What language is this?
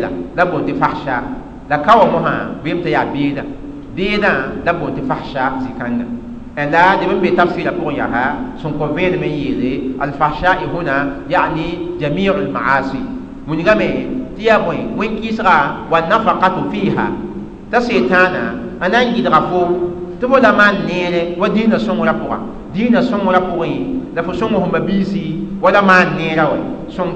Mossi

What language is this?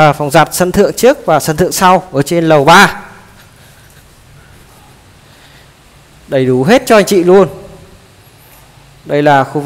Vietnamese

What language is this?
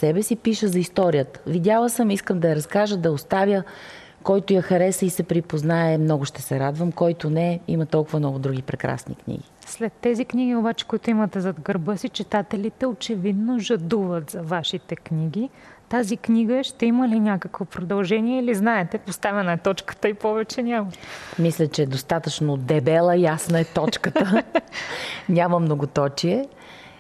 Bulgarian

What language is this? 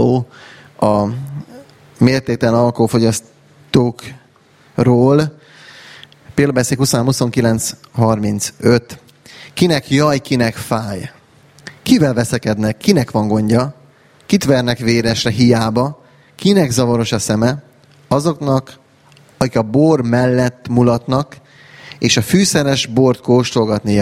Hungarian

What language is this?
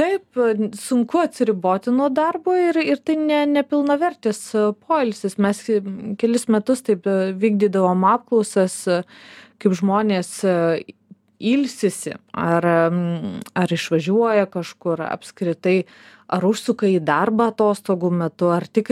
Lithuanian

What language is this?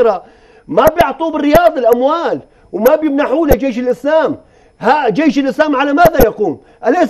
Arabic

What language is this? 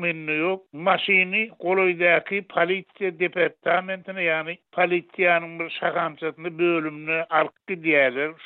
Turkmen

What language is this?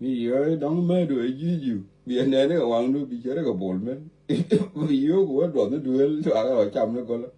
Nuer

